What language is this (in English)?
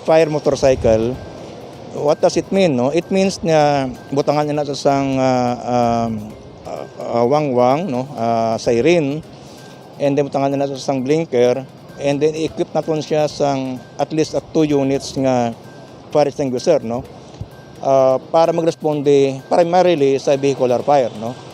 Hiligaynon